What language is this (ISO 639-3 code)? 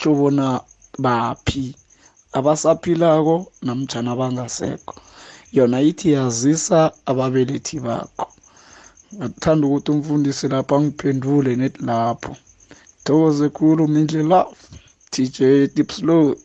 nbl